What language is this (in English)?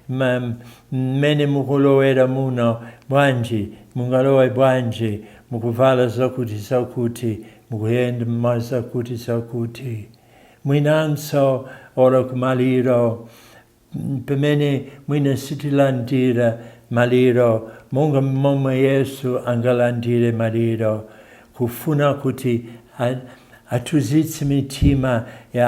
Nyanja